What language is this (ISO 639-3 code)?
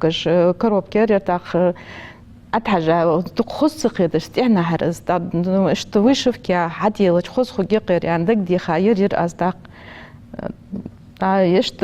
inh